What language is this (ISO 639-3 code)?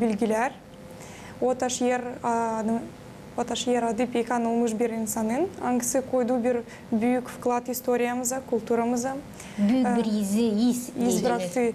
gag